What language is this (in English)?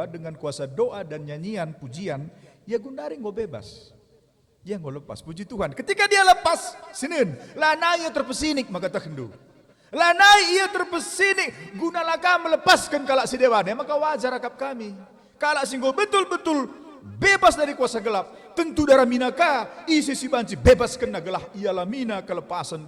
Batak Karo